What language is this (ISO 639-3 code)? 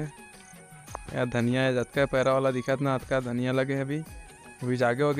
hne